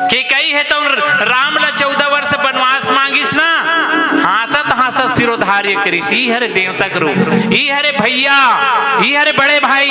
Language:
Chhattisgarhi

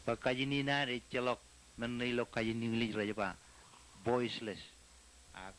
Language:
Marshallese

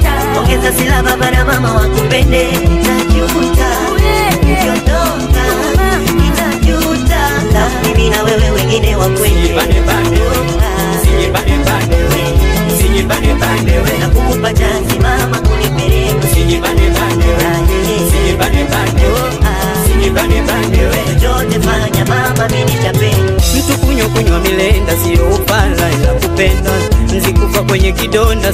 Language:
Swahili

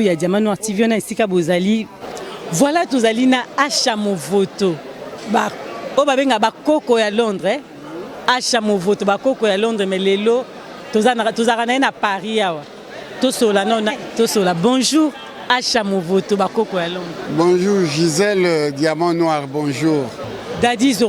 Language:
Lingala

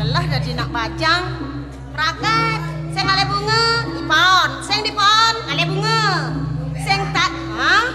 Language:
Balinese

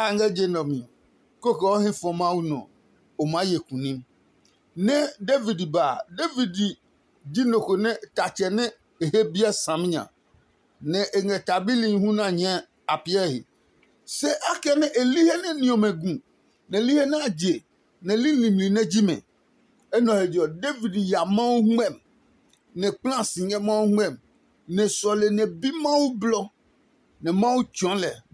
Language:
Adangme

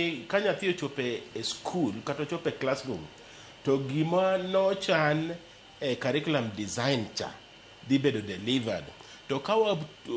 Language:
Luo (Kenya and Tanzania)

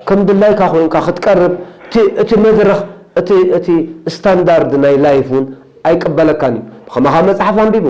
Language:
Tigrinya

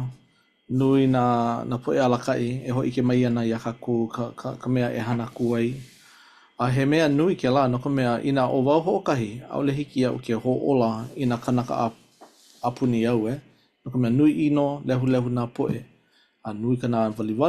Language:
Hawaiian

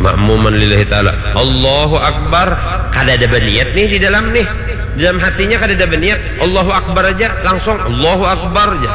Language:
Banjar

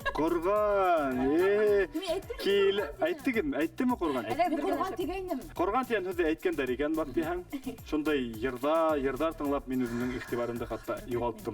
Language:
Bashkir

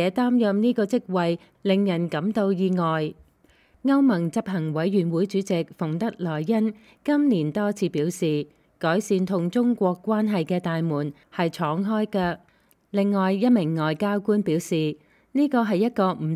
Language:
Cantonese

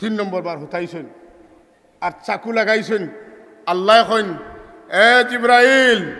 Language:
Sylheti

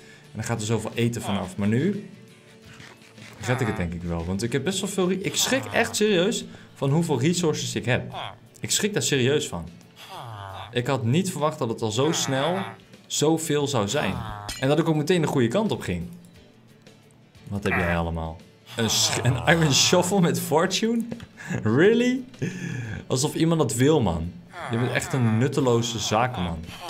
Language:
Dutch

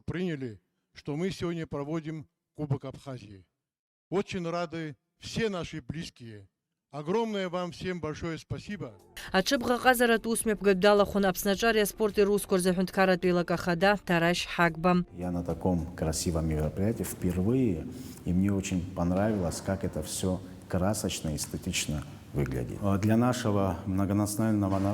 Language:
Abkhazian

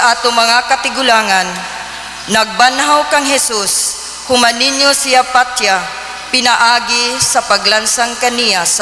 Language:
Cebuano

